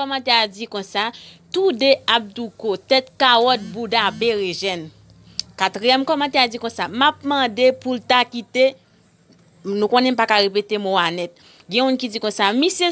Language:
Haitian Creole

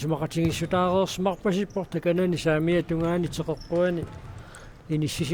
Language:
Kalaallisut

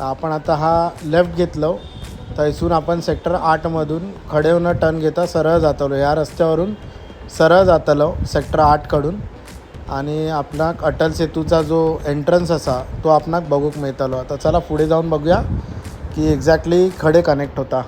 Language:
Konkani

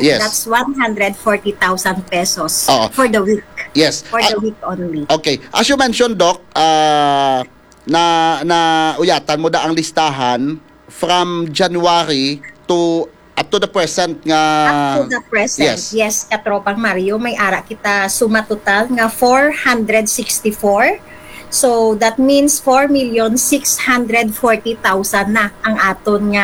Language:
Hiligaynon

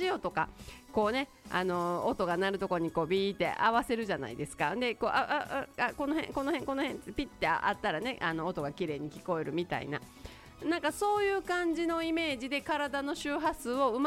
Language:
Japanese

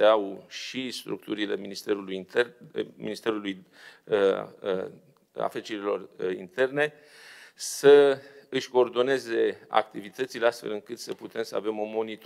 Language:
Romanian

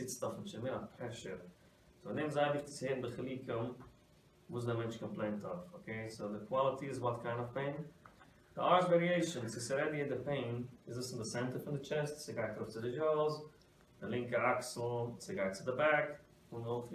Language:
Yiddish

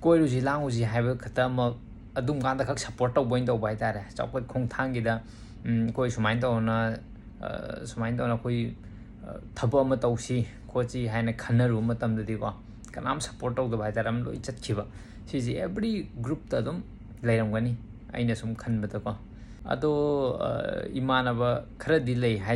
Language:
Manipuri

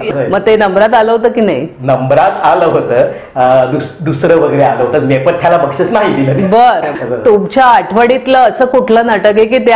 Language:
Marathi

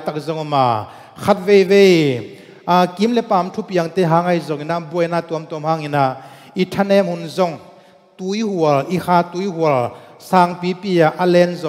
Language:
Tedim Chin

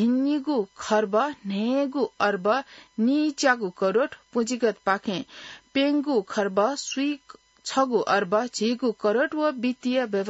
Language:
Newari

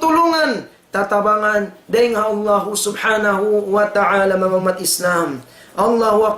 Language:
Tausug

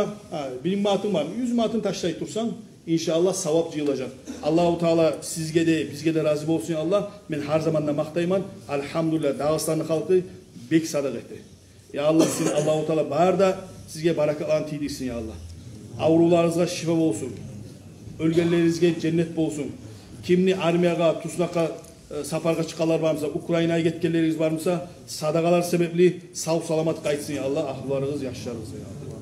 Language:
Kumyk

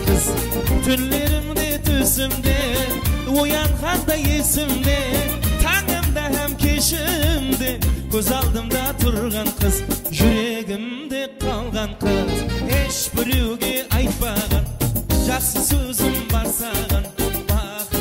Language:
Kara-Kalpak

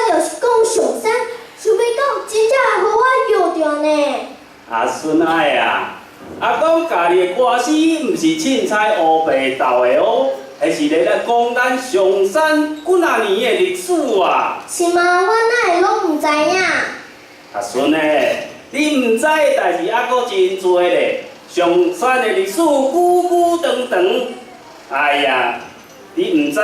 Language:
Min Nan Chinese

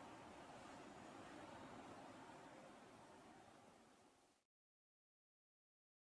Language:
Odia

